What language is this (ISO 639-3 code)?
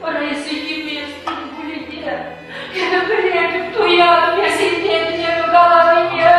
chv